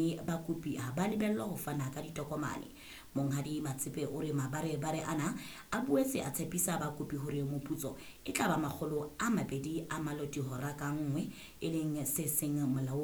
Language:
Southern Sotho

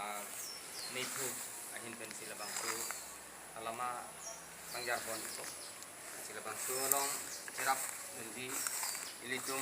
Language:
Karbi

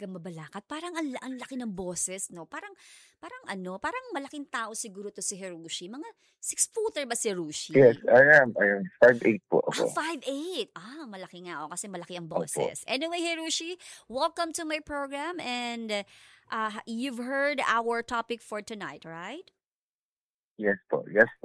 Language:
Filipino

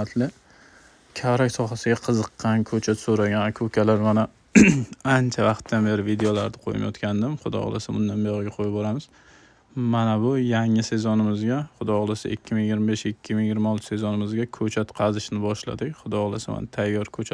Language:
Uzbek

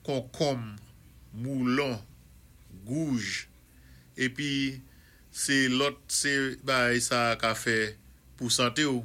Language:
Saint Lucian Creole French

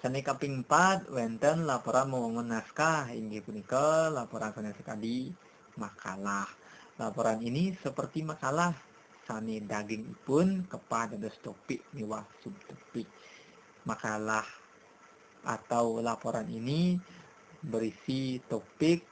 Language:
Balinese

